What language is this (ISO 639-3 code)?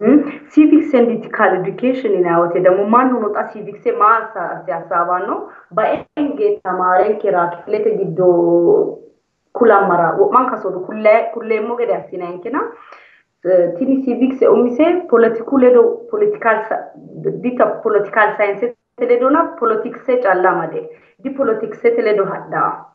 sid